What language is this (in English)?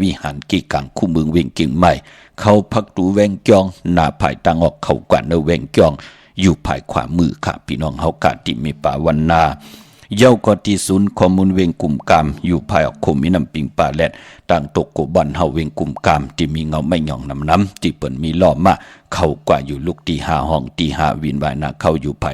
Shan